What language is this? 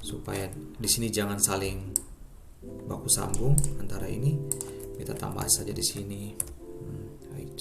Ambonese Malay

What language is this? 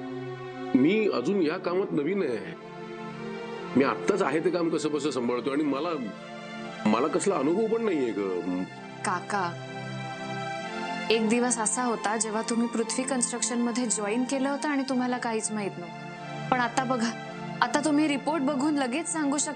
Marathi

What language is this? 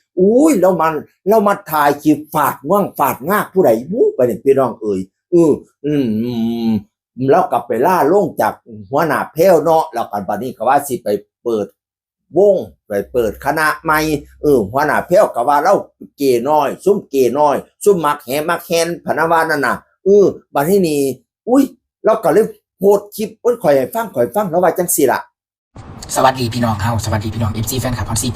Northeastern Thai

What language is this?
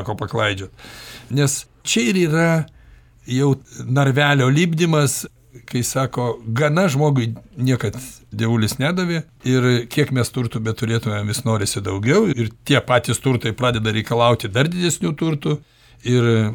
Lithuanian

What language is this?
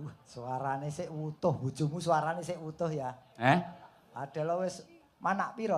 Javanese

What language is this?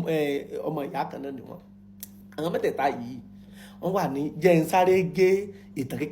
Yoruba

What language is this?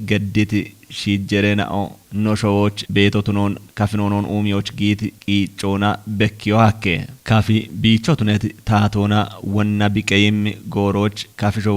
Kafa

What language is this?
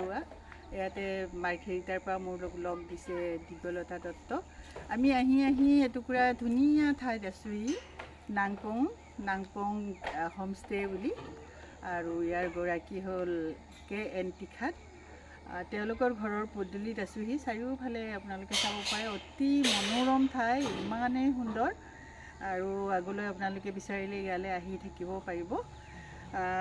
Assamese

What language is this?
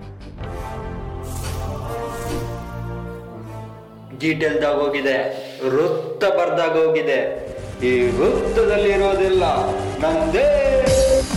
Kannada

